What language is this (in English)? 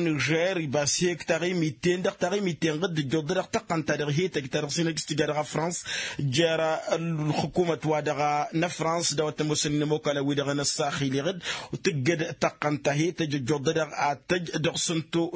Tamasheq